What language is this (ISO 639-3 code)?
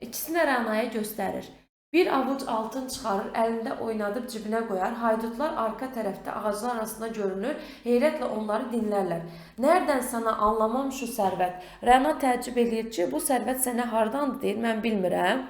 aze